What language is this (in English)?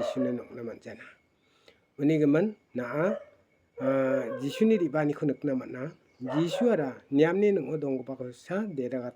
Garo